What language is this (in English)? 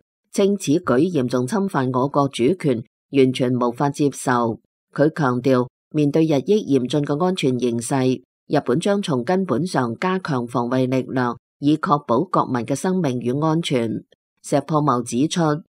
Cantonese